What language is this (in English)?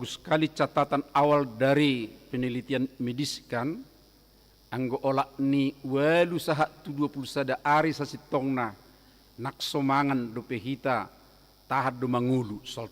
Batak Toba